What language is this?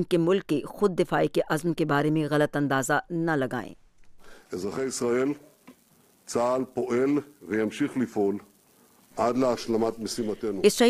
Urdu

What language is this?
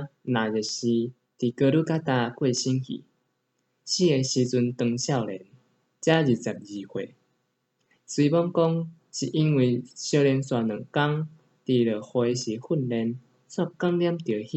Min Nan Chinese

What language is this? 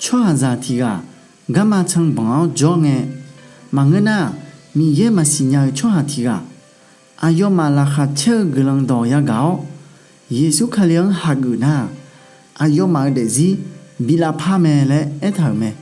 Akha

